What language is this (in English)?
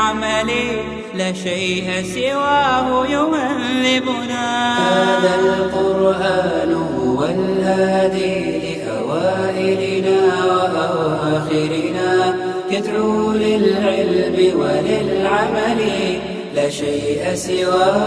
Bosnian